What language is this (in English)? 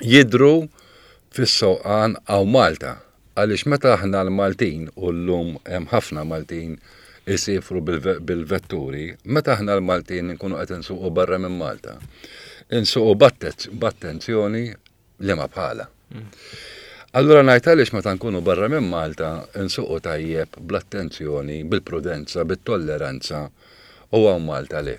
Maltese